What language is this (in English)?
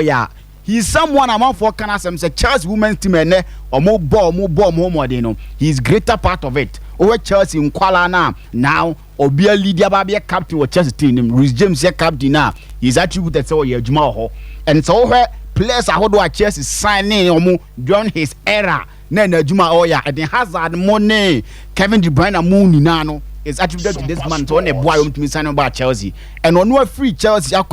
Akan